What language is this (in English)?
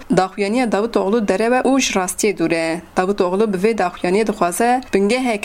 Kurdish